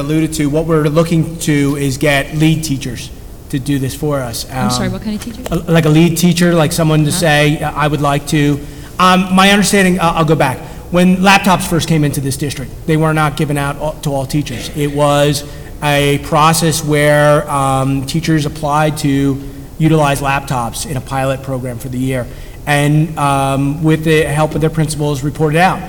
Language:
English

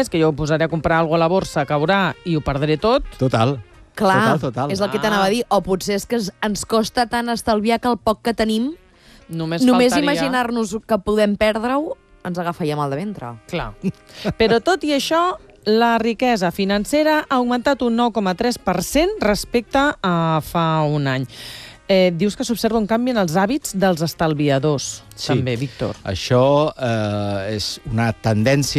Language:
Catalan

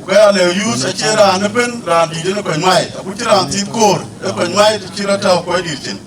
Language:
Dinka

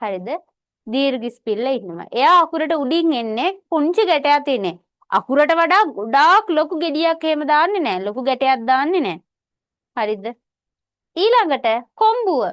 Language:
Sinhala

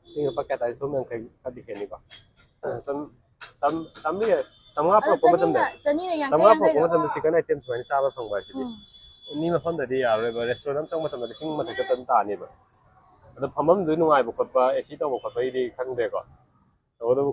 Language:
Manipuri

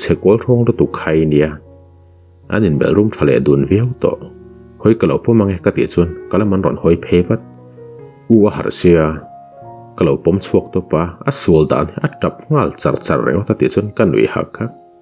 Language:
Mizo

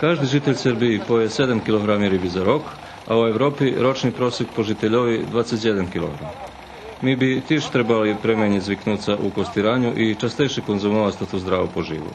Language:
Rusyn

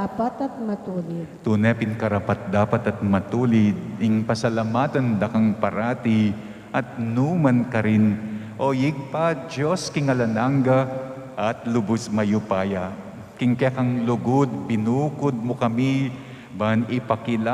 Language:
Pampanga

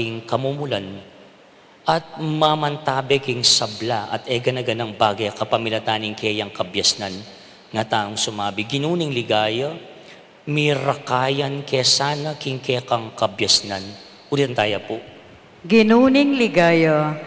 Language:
Pampanga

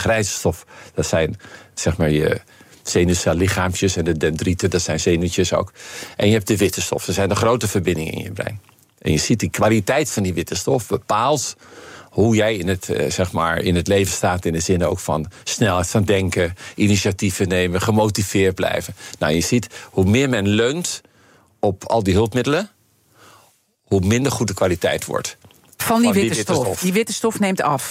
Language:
Dutch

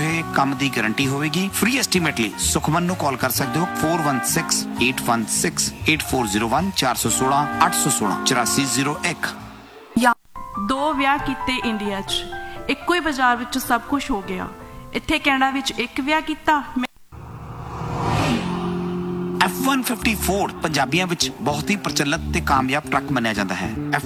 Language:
Punjabi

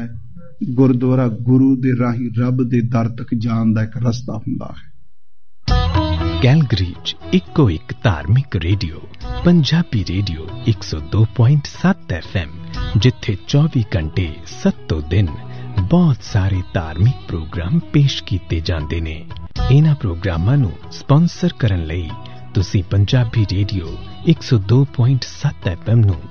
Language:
Punjabi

